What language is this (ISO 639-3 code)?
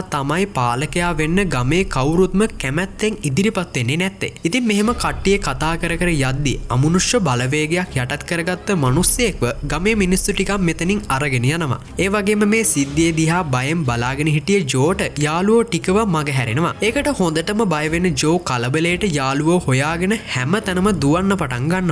sin